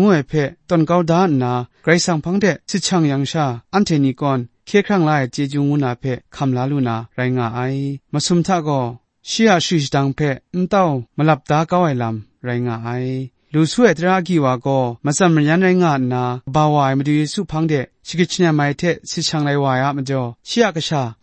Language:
Kachin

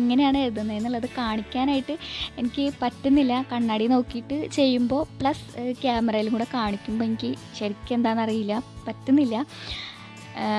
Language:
Malayalam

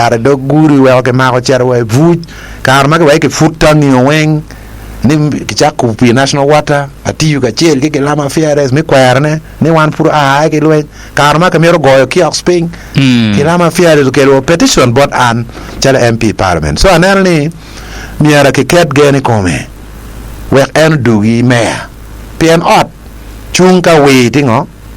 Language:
Acoli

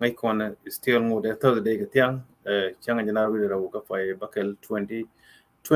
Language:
Nuer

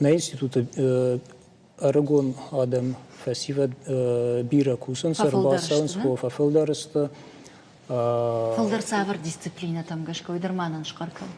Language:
Ossetic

